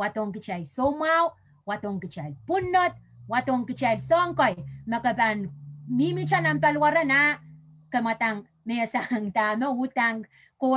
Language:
Pohnpeian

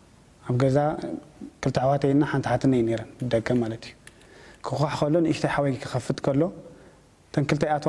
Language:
Tigrinya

